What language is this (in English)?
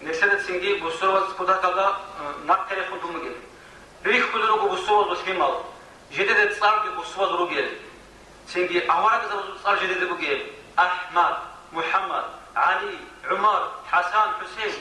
Avaric